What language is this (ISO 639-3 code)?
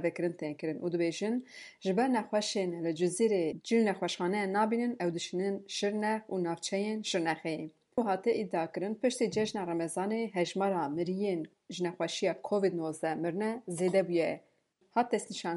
kur